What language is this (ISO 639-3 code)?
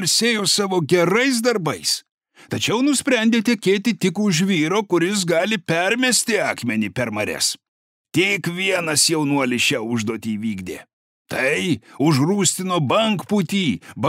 lit